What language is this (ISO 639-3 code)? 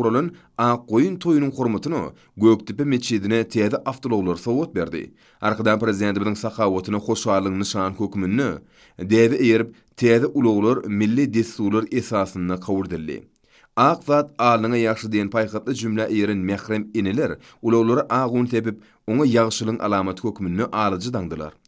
tuk